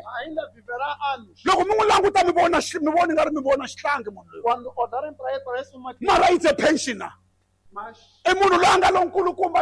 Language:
Tsonga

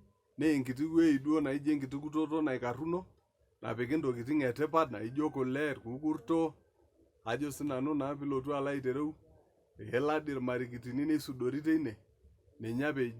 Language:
Masai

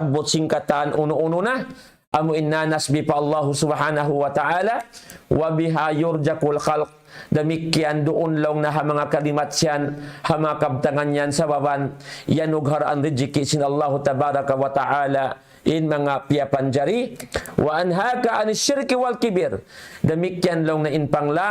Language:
Tausug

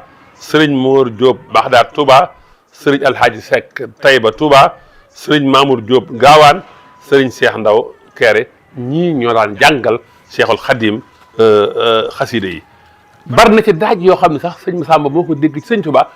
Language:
Wolof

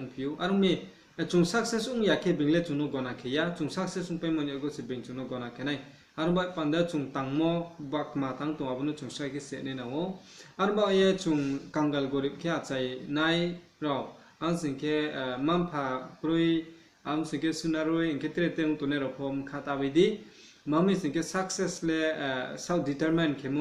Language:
Riang (India)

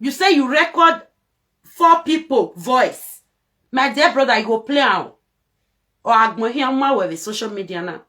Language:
Nigerian Pidgin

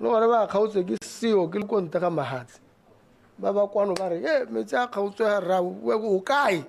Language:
Tswana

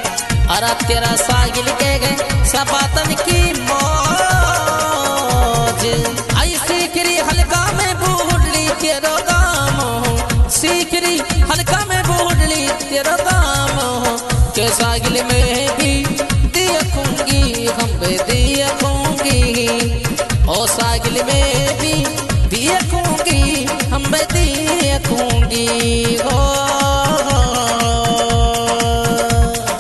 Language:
Haryanvi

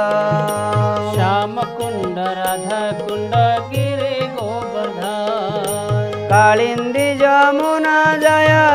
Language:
Odia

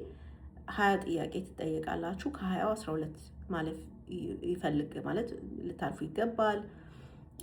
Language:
Amharic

